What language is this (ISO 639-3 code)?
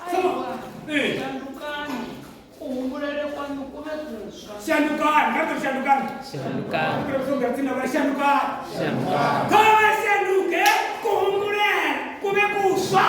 ven